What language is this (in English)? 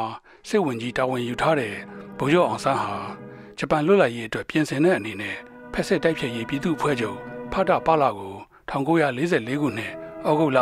Burmese